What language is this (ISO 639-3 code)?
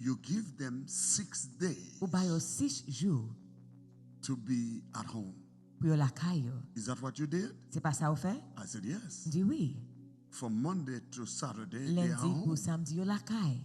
hat